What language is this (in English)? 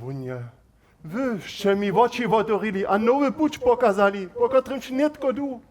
Upper Sorbian